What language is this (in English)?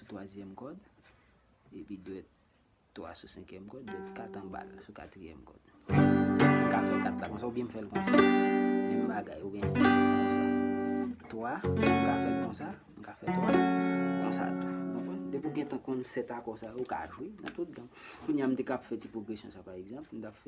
Haitian Creole